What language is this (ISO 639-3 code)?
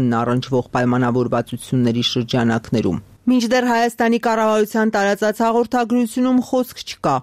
hye